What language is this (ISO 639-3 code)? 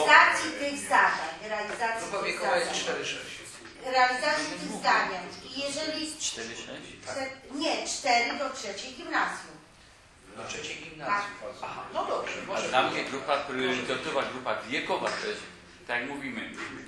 pol